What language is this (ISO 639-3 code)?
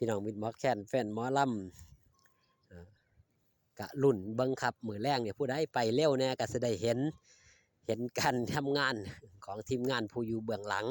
tts